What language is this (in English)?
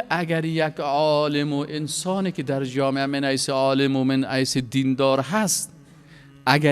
Tajik